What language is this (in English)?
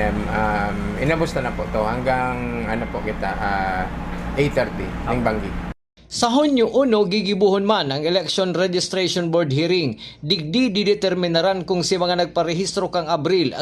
Bikol